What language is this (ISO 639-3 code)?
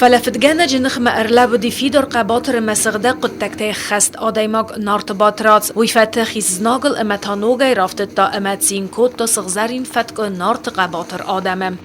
oss